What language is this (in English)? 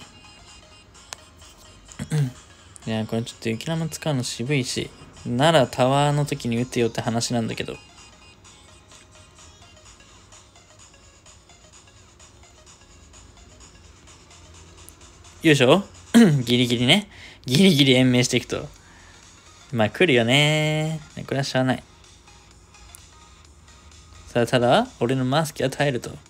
Japanese